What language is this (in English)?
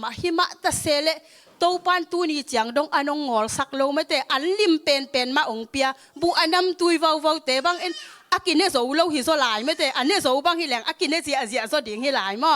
Tedim Chin